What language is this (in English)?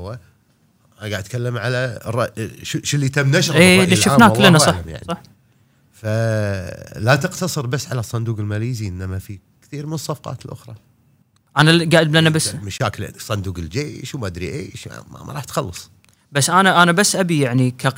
Gulf Arabic